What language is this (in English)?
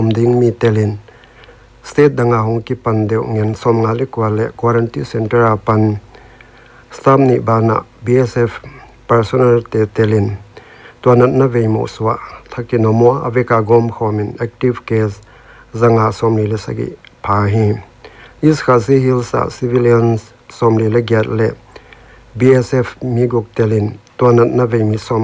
Paite Chin